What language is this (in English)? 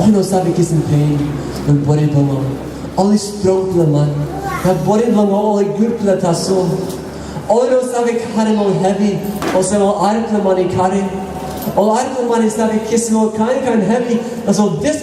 Tok Pisin